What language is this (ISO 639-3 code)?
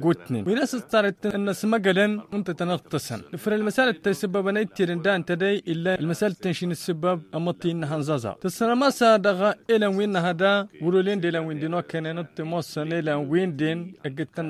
taq